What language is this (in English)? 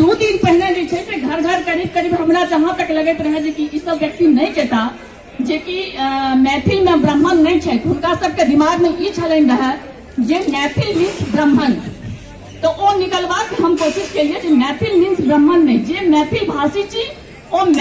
Maithili